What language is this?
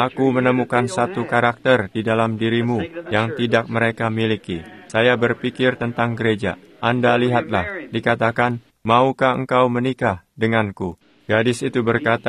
Indonesian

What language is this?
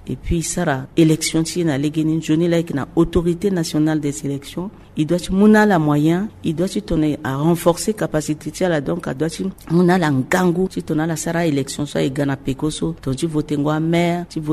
Sango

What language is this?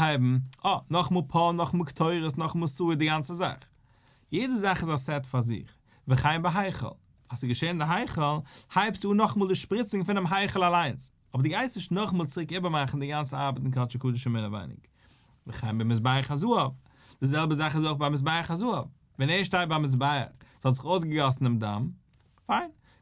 Yiddish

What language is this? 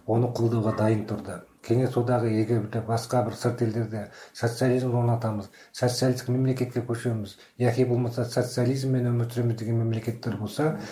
Kazakh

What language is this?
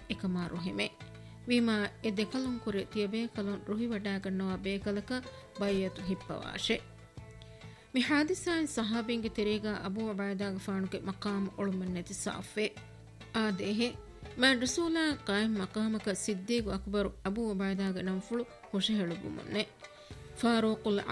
Divehi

